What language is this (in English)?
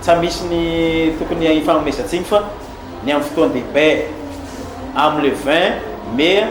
Malagasy